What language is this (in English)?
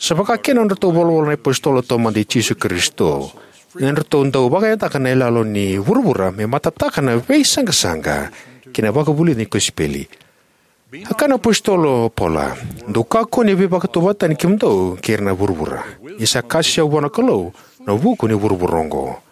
Fijian